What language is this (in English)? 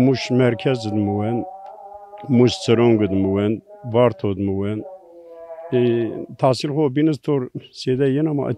Zaza